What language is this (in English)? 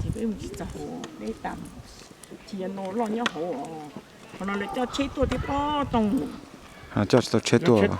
Hmong